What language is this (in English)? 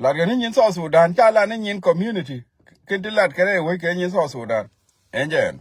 Nuer